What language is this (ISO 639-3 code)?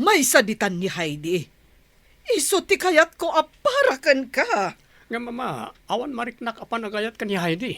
ilo